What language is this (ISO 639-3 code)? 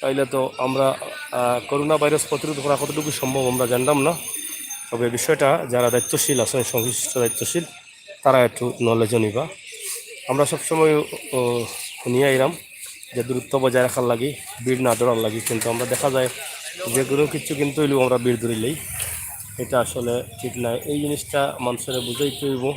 syl